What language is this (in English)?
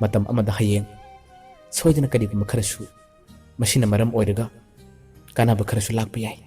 Manipuri